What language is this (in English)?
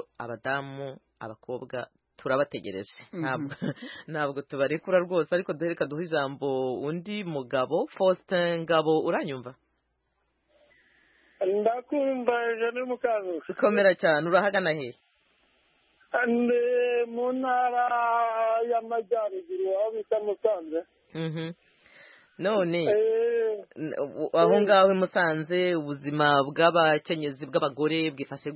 Kinyarwanda